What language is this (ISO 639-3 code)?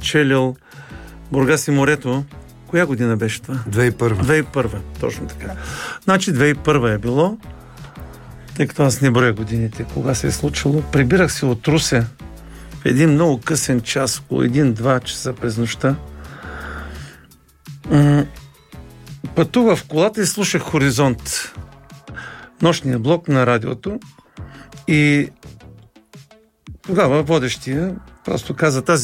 bul